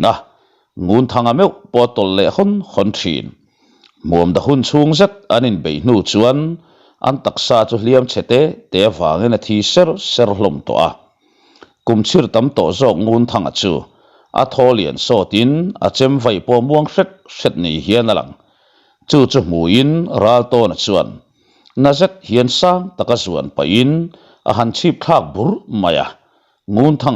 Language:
Mizo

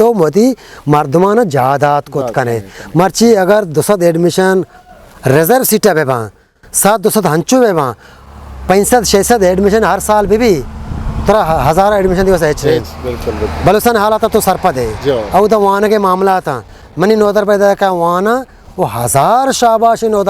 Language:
Eastern Balochi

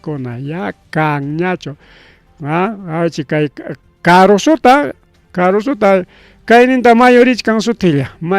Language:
Ayacucho Quechua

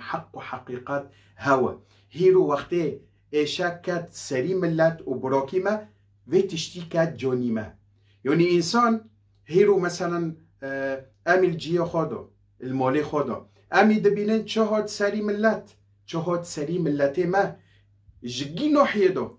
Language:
Kurdish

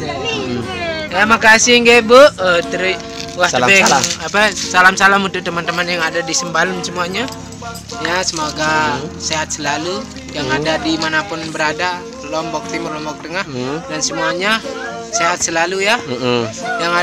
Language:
Sasak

